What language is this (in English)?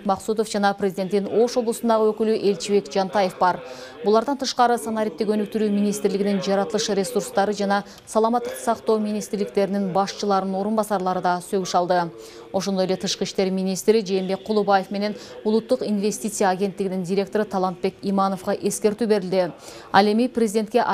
Kyrgyz